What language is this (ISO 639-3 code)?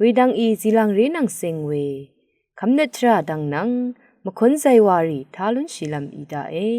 raw